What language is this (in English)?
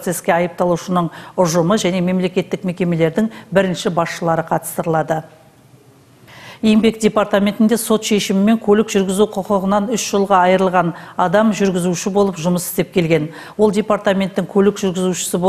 Kazakh